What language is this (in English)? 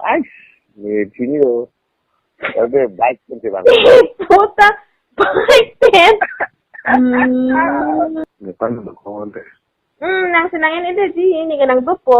Karbi